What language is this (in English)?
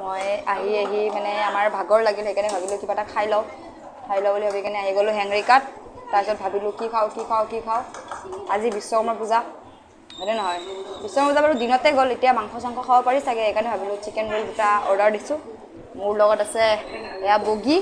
Assamese